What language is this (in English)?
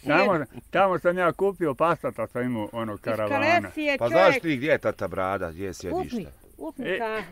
Bosnian